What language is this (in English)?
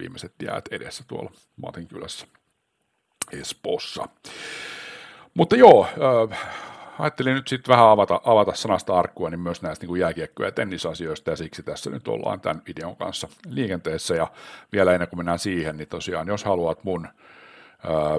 Finnish